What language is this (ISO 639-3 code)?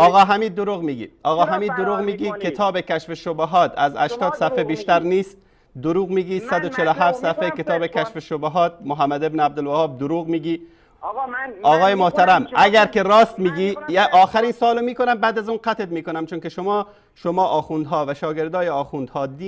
fas